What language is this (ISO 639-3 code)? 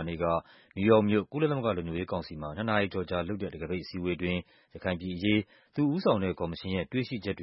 mya